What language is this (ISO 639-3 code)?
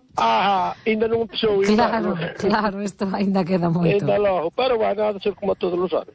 glg